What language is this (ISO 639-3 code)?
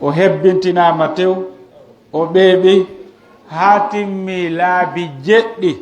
fuf